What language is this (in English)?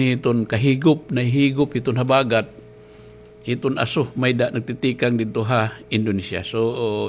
Waray